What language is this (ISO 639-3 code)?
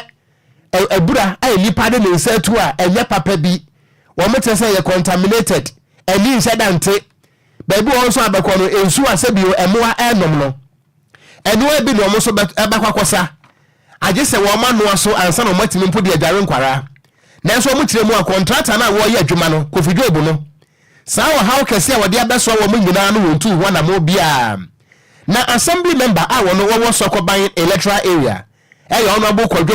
aka